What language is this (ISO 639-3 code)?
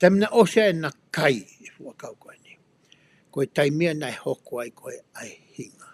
ton